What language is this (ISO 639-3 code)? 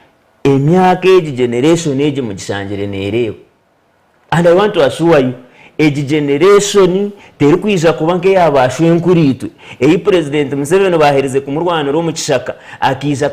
nyn